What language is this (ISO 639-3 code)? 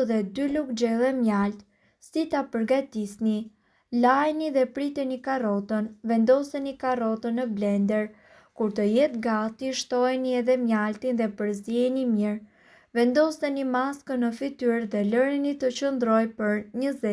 sqi